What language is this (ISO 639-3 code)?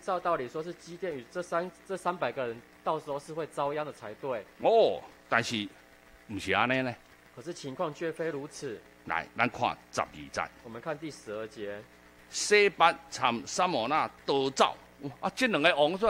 zho